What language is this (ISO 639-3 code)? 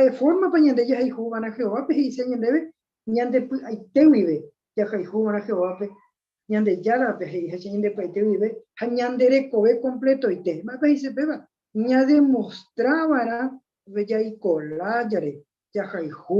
grn